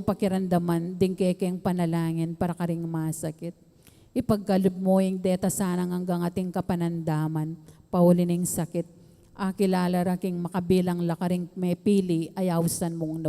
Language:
Pampanga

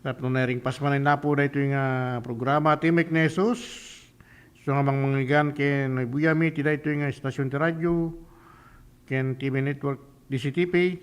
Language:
Iloko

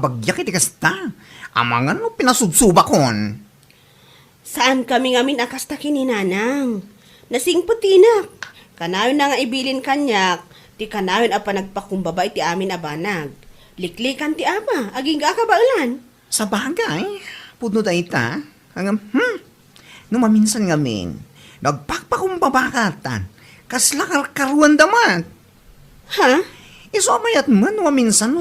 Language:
Iloko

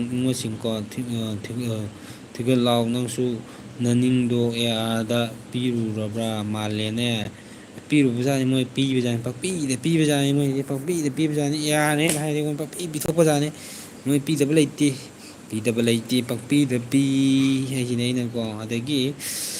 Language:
Manipuri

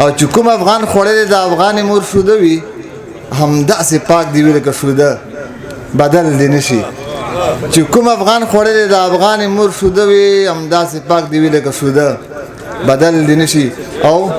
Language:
Pashto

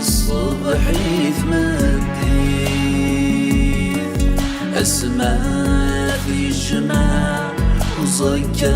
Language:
Kabyle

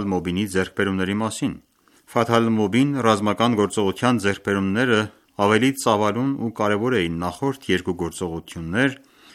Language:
Armenian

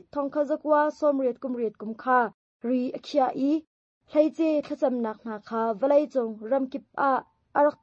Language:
Hakha Chin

